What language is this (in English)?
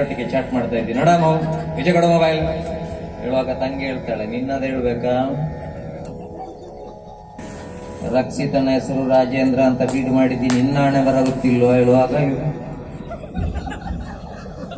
Kannada